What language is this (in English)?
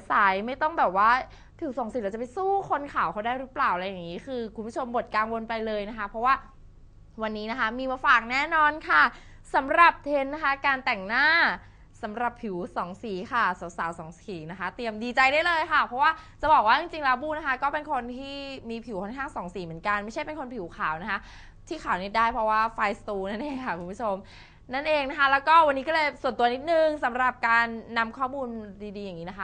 Thai